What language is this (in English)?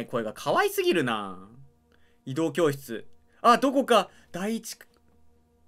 Japanese